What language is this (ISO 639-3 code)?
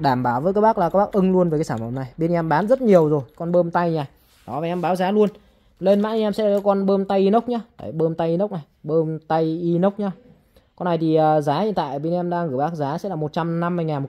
vie